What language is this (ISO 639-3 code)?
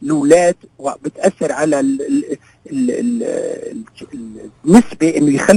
apc